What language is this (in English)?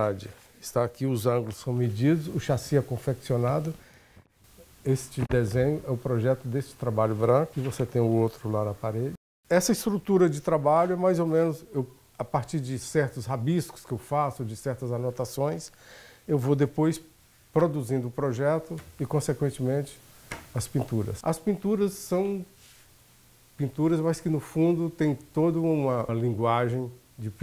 Portuguese